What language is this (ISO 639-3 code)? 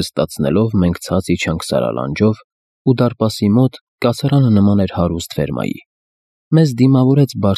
hye